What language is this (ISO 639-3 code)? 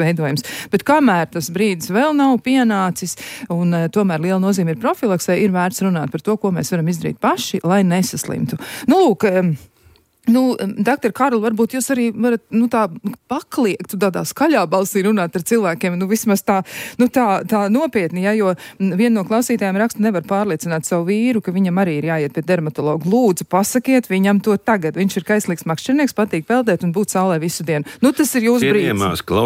lav